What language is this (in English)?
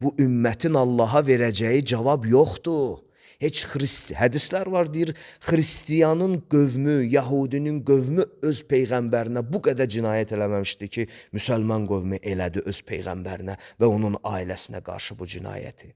Azerbaijani